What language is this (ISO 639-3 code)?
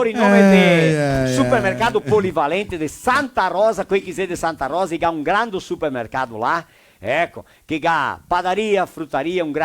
vec